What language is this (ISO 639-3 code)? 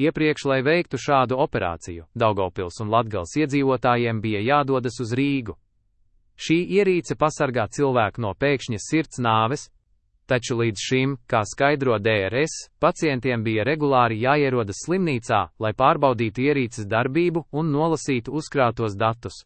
lav